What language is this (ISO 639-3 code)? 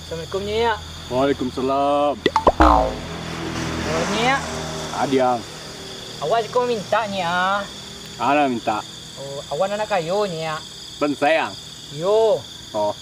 min